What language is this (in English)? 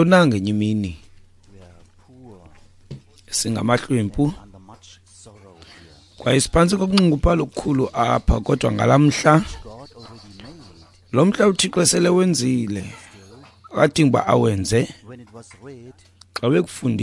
Xhosa